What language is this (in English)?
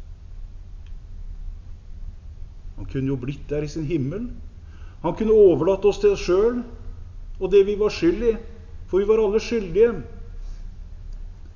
Norwegian